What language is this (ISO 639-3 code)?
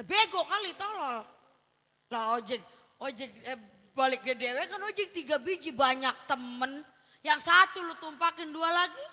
bew